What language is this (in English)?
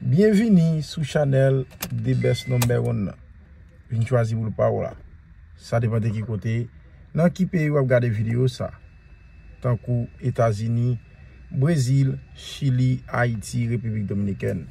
Haitian Creole